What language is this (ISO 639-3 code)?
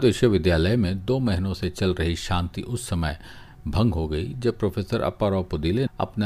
hin